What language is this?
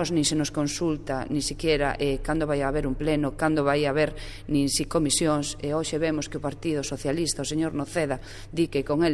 Galician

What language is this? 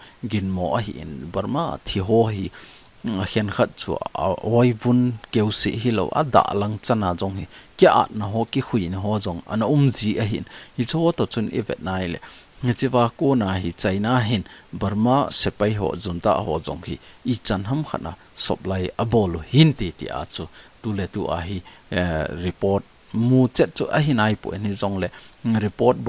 Thado Chin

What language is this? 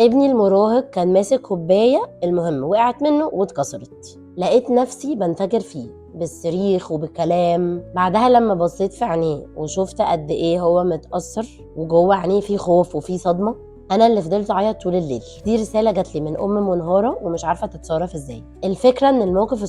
Egyptian Arabic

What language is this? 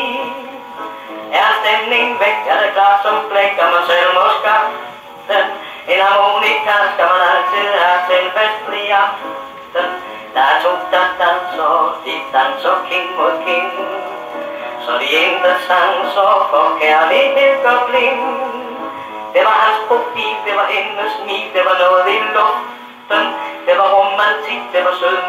Danish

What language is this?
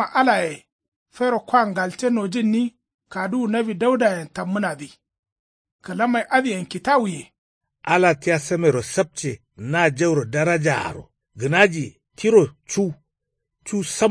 Kanuri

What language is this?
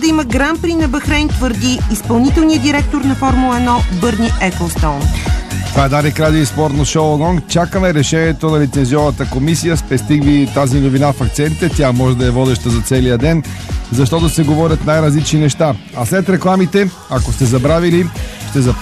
Bulgarian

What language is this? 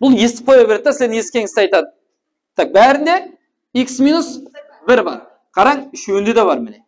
Kara-Kalpak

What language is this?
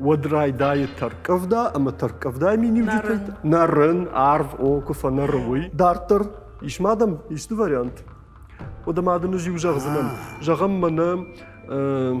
Ossetic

